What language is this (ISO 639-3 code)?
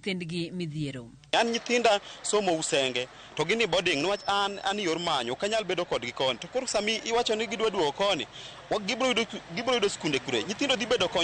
luo